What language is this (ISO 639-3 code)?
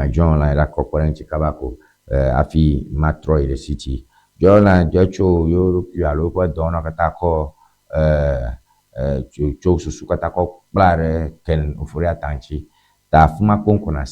ewe